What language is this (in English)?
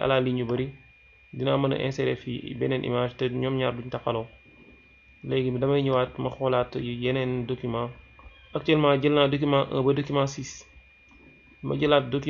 Wolof